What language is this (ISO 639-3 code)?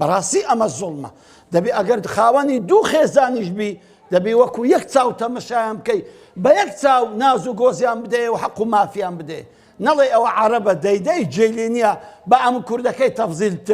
ckb